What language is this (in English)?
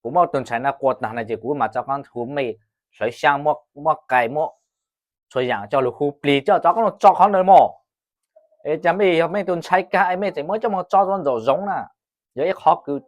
Hmong